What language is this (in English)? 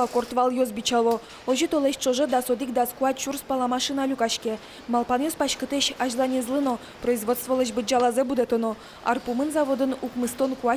Udmurt